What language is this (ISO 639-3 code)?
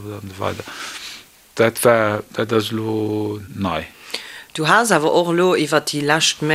ltz